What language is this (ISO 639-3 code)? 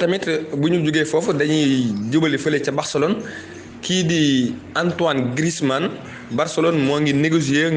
wol